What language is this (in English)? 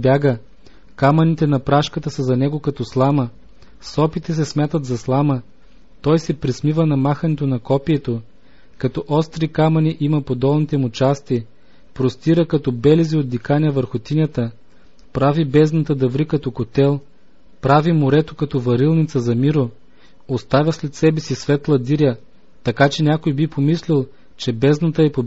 Bulgarian